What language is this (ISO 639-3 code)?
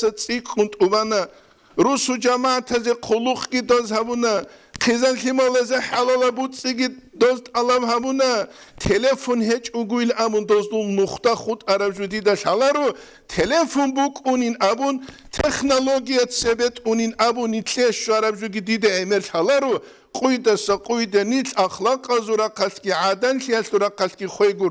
ava